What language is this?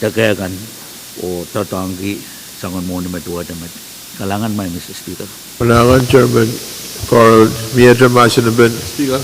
Pohnpeian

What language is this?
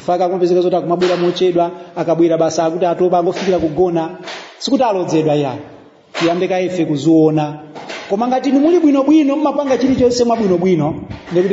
Nyanja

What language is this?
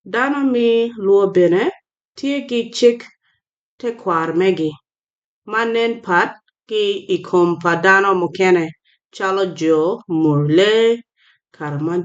Acoli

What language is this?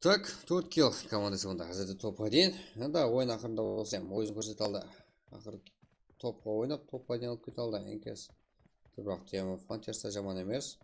Kara-Kalpak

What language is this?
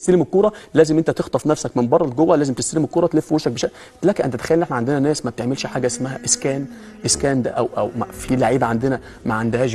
Egyptian Arabic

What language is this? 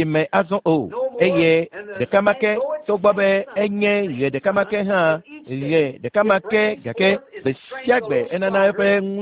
Ewe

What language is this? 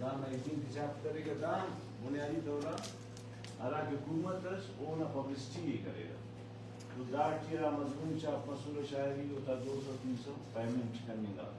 Brahui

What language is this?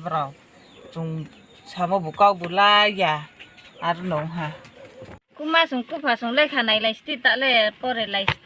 Riang (India)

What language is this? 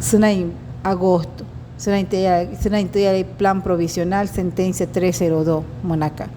Wayuu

